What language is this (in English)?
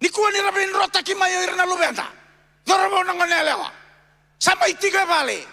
Fijian